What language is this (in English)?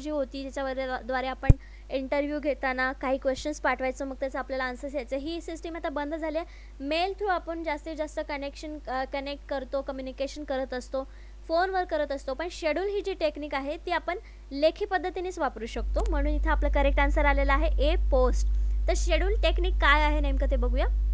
Marathi